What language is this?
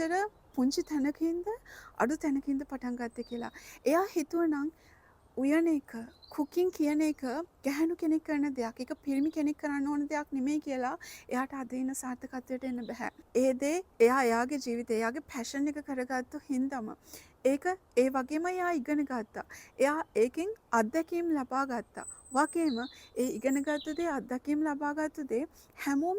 Sinhala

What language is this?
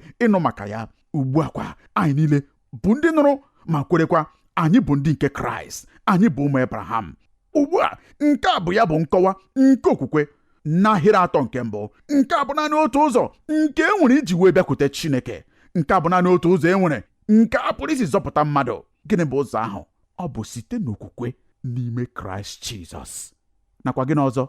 Igbo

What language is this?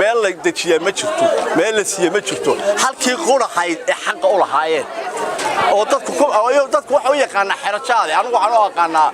Somali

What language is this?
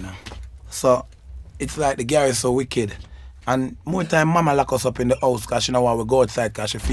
Jamaican Creole English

